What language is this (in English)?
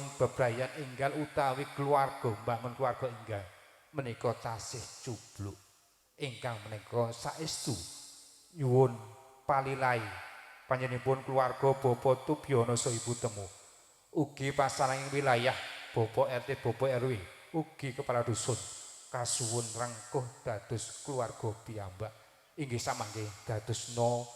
Javanese